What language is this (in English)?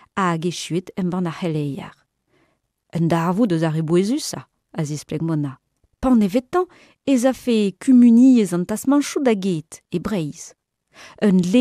Breton